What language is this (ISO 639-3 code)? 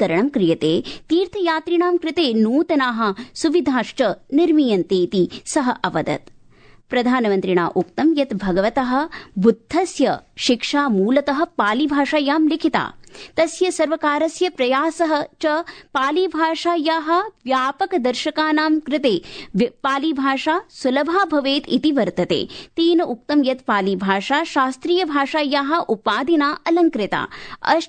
san